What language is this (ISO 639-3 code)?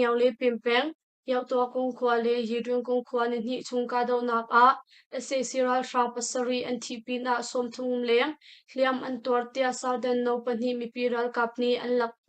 cnh